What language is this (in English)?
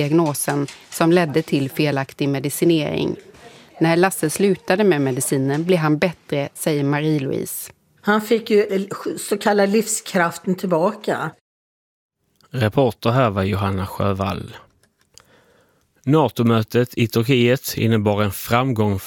Swedish